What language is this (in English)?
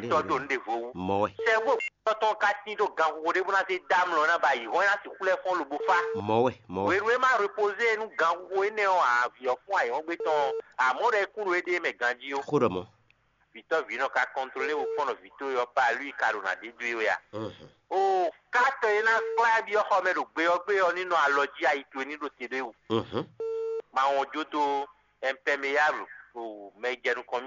Fon